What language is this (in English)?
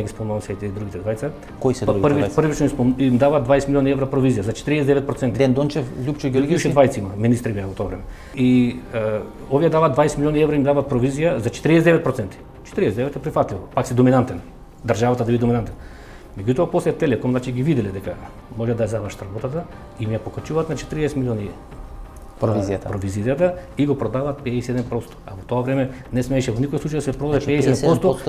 Macedonian